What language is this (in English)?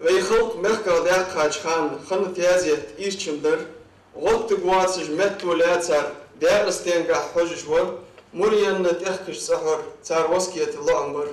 Ingush